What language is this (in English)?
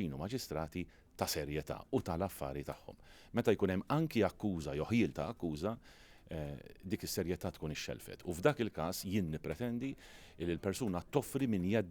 Maltese